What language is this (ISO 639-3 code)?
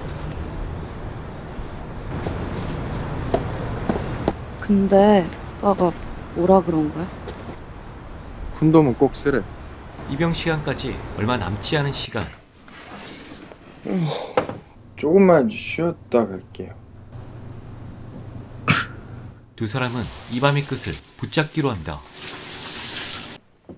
kor